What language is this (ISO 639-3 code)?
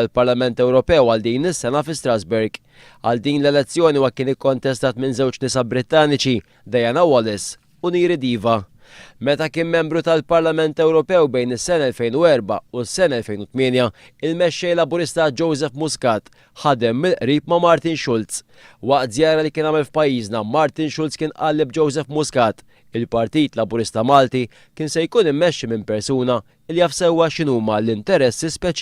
mlt